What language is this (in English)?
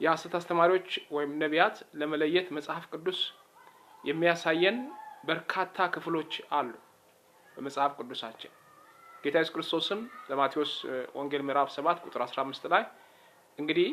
Amharic